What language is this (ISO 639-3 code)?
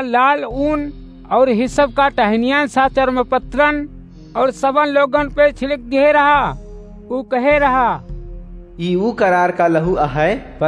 awa